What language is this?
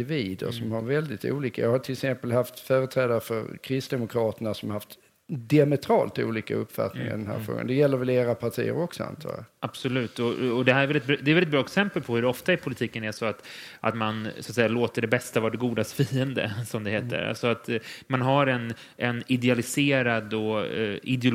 Swedish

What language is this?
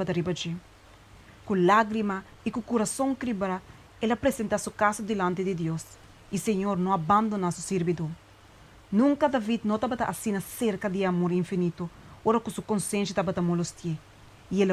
Papiamento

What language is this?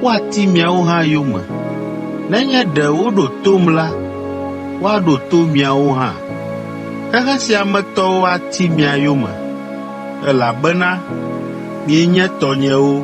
Ewe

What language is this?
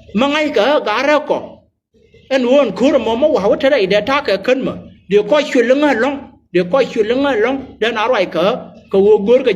Nuer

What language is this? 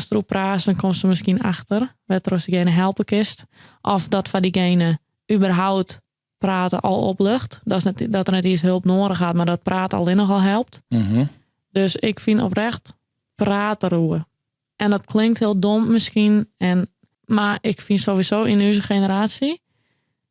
Western Frisian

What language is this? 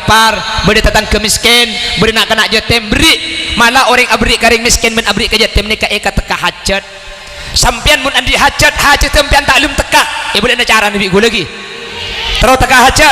Madurese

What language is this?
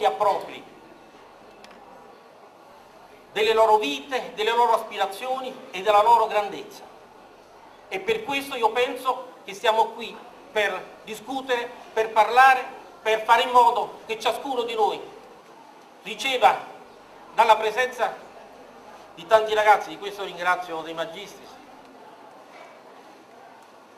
Italian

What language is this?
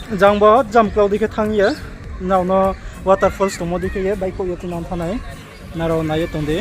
Riang (India)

